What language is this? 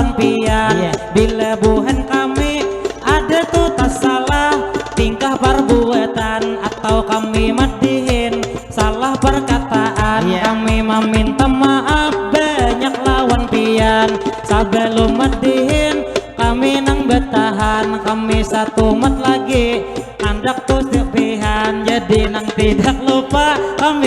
Banjar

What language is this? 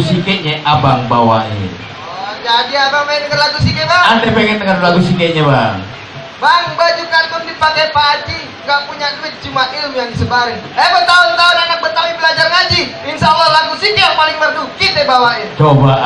Betawi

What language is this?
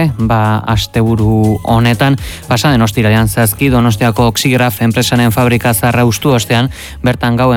Basque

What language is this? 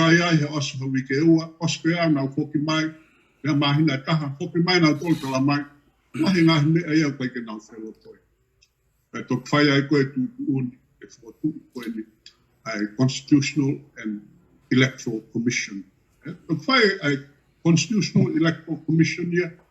Tongan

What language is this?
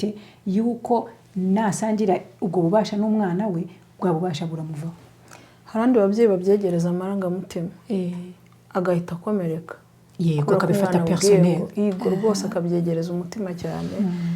Kinyarwanda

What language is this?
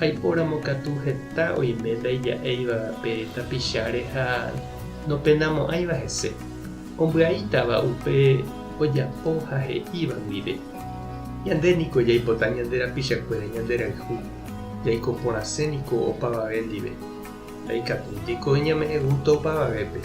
Guarani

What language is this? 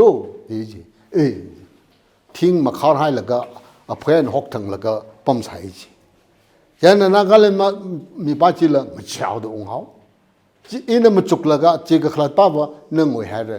Tangkhul Naga (India)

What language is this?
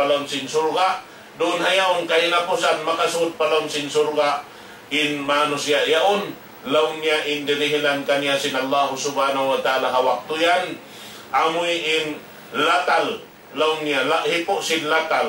Tausug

